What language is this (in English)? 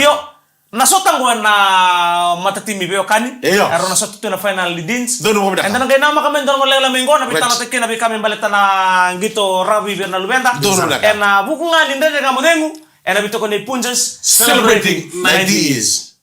Fijian